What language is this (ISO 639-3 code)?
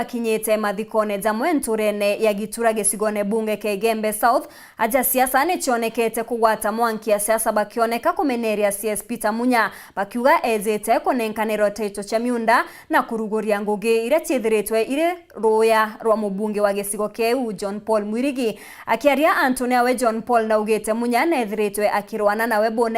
mer